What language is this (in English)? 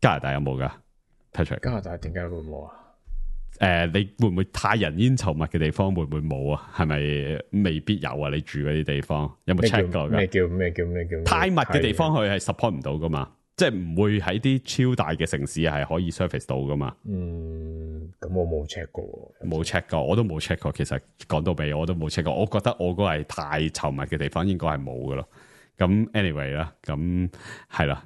Cantonese